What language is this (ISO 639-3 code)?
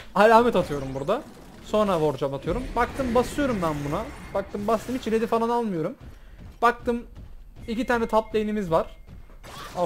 tur